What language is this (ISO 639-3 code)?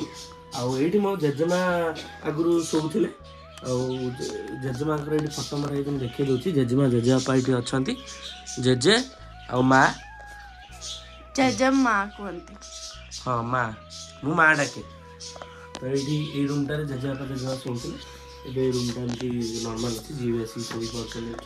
ori